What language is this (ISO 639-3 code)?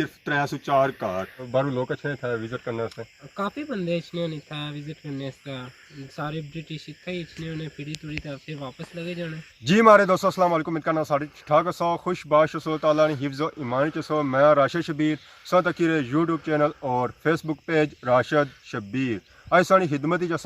phr